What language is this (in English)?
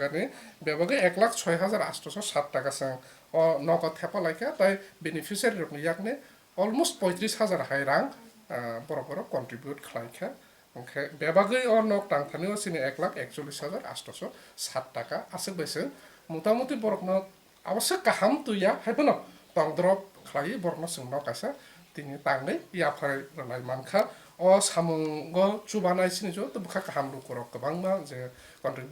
Kok Borok